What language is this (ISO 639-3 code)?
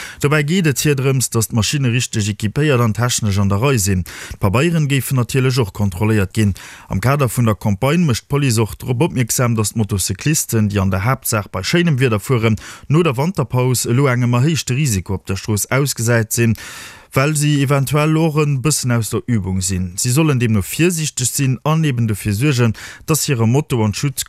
ltz